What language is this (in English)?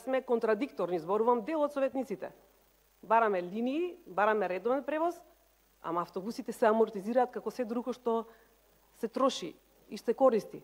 Macedonian